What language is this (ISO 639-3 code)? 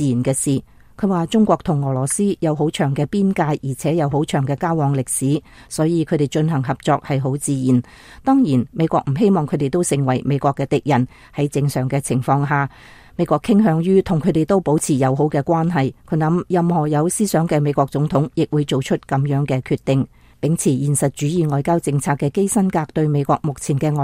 yue